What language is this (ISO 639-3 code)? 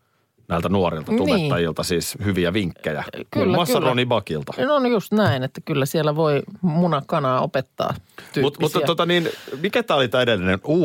fin